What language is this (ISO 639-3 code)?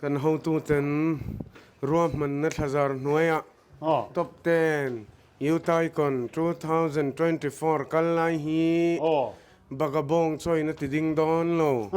lus